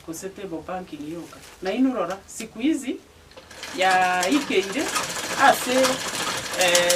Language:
Gusii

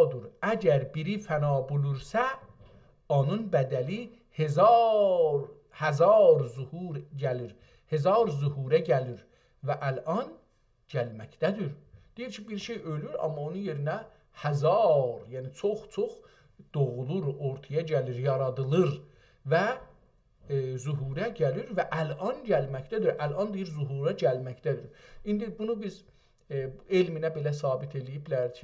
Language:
South Azerbaijani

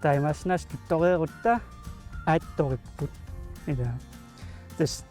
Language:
Kalaallisut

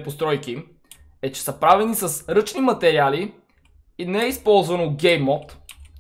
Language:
Bulgarian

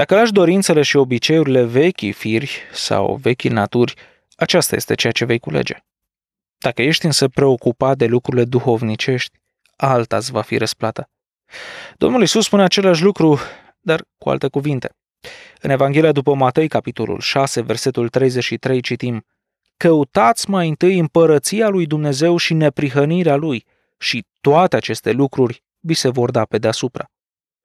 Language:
Romanian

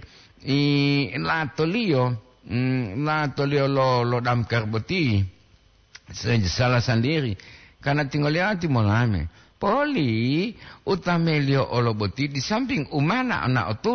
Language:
Gorontalo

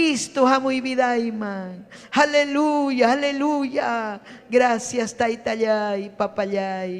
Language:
Ayacucho Quechua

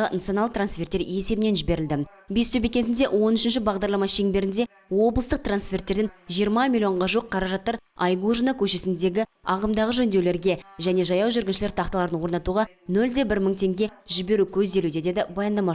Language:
Kazakh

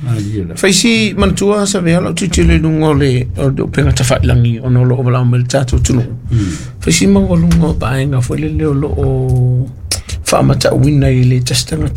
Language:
Samoan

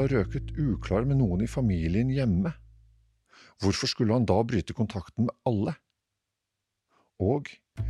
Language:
Norwegian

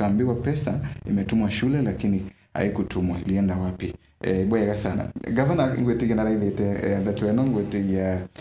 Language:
Meru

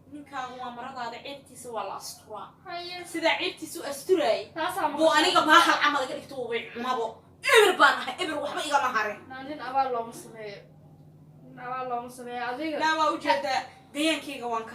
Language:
Somali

